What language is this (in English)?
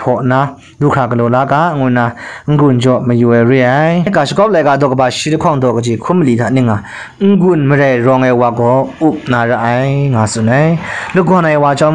Kachin